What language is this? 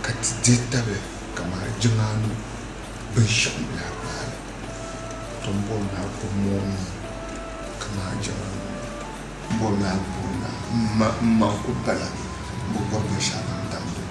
Dagbani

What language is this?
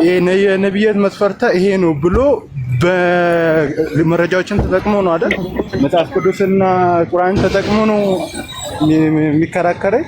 Amharic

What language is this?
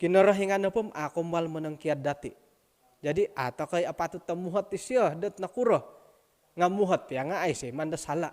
Central Dusun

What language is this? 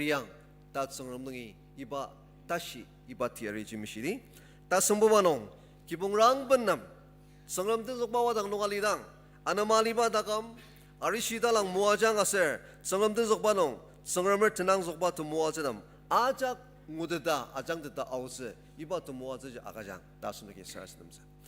Ao Naga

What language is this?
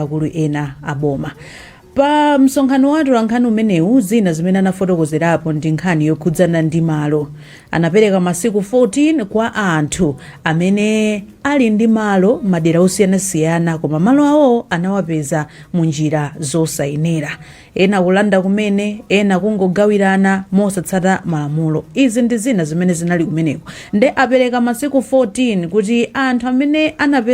Nyanja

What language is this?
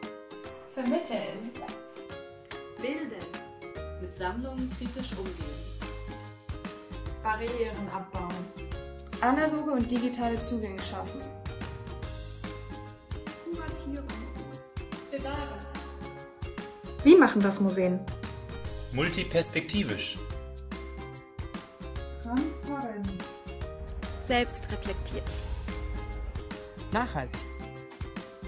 German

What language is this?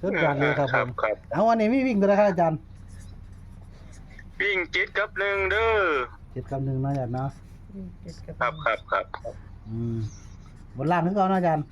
Northeastern Thai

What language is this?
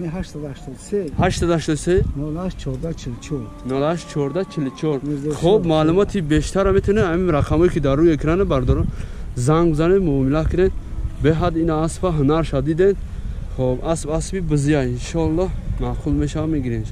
Tajik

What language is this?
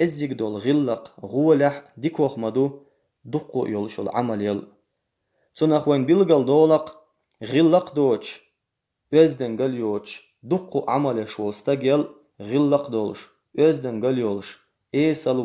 Chechen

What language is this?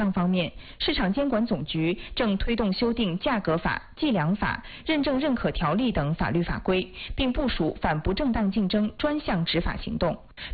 Chinese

